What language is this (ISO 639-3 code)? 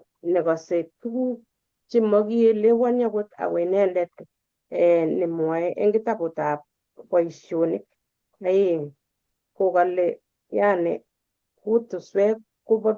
kln